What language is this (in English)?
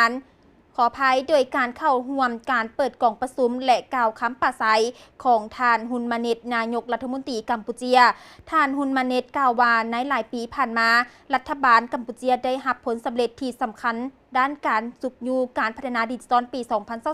Lao